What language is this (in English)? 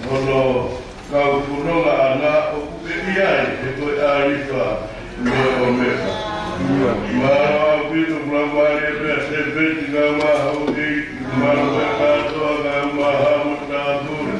Tongan